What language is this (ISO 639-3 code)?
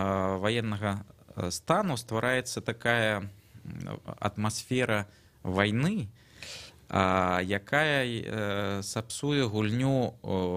bel